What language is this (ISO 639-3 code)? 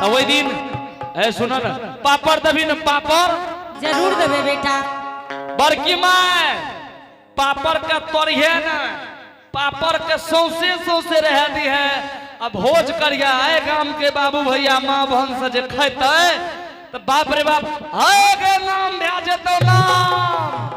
anp